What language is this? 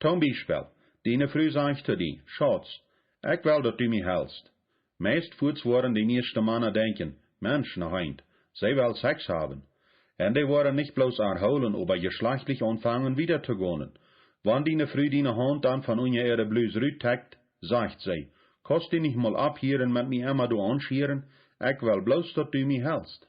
Plautdietsch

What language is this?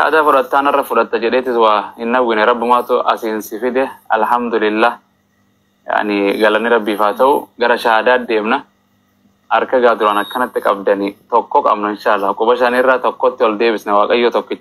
Oromo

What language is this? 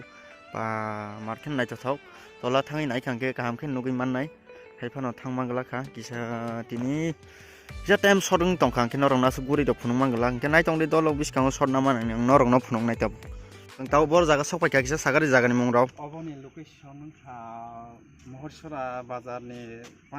Kok Borok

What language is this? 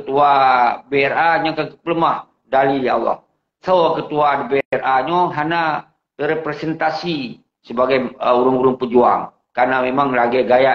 Achinese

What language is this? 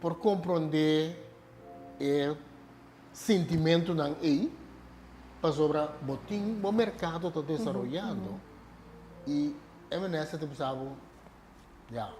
Papiamento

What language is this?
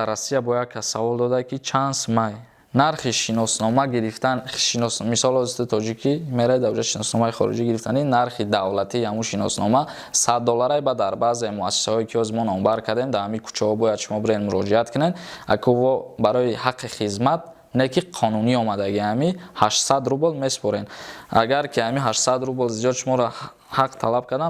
Tajik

